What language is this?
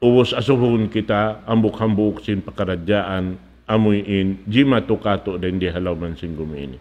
Tausug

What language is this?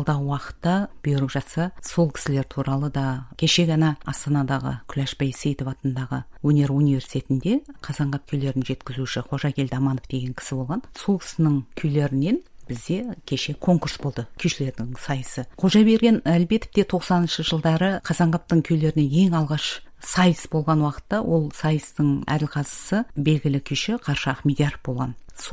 Kazakh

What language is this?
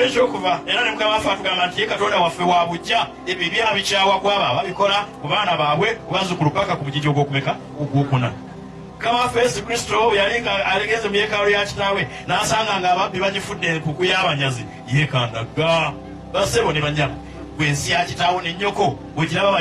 Ganda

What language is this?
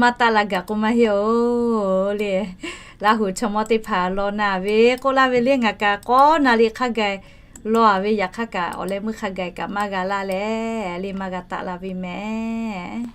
Lahu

